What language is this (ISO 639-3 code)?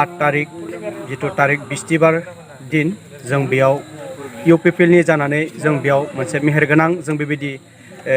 brx